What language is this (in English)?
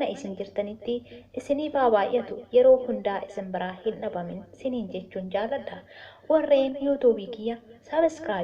Oromo